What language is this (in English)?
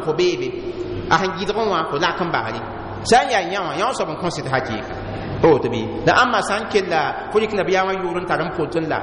Mossi